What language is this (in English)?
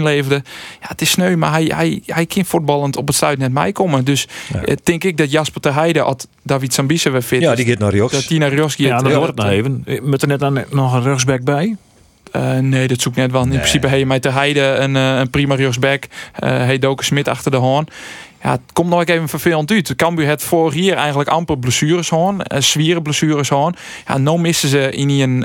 Western Frisian